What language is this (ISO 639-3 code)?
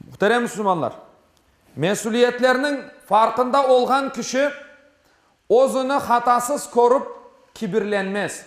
crh